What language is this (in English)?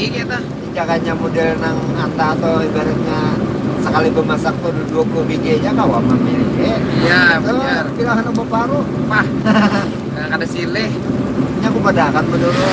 Banjar